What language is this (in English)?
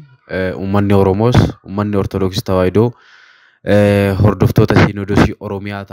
Oromo